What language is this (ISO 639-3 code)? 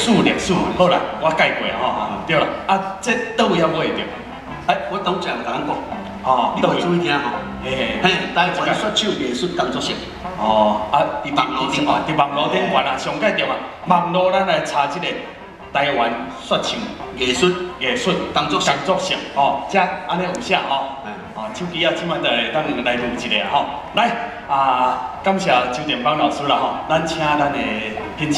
nan